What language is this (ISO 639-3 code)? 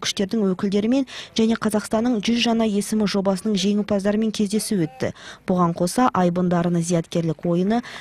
kaz